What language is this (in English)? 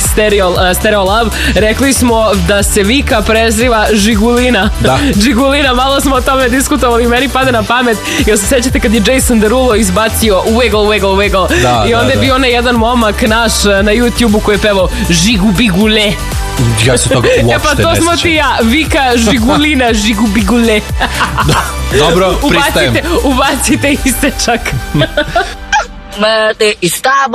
Serbian